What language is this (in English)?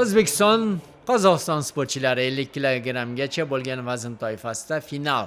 Uzbek